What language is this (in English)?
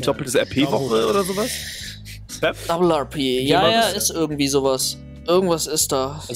German